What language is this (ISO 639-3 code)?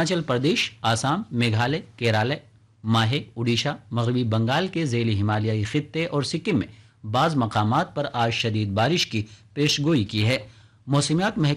urd